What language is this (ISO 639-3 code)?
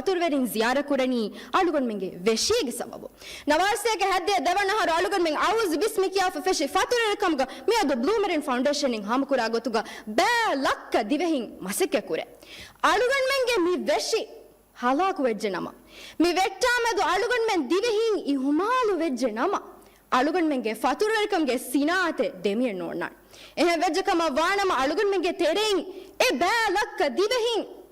div